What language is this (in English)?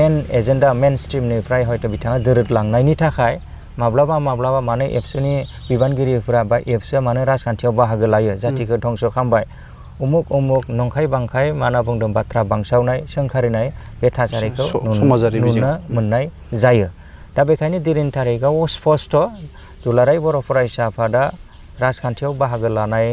Bodo